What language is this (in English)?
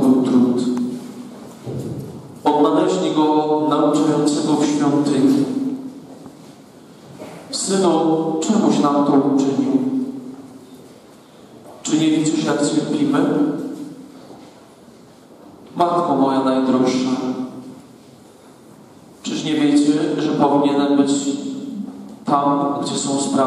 Polish